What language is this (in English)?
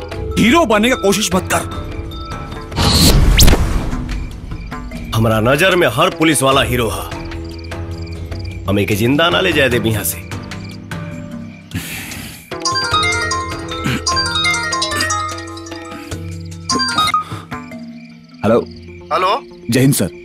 Bhojpuri